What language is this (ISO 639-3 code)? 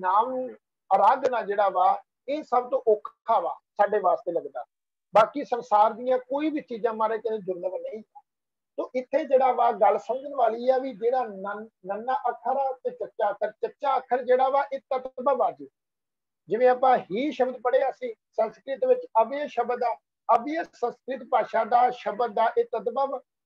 pan